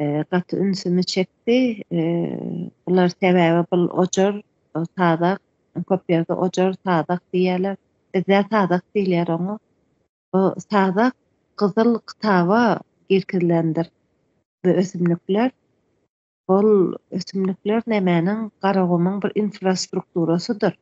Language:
Turkmen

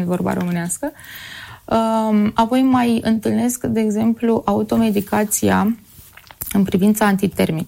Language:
Romanian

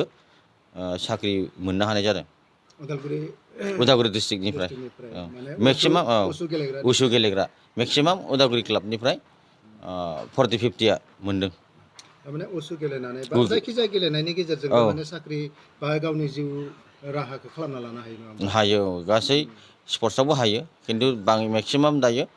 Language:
Bodo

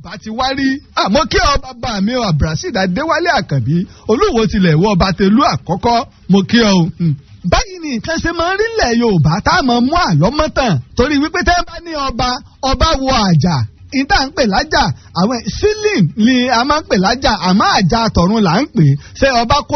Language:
Yoruba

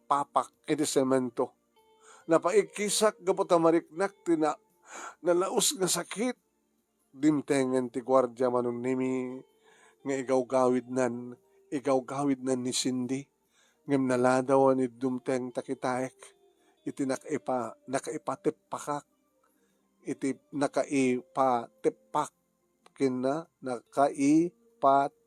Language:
Iloko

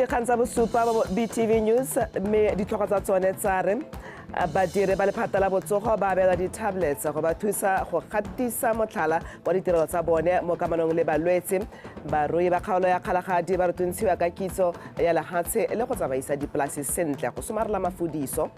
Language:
Tswana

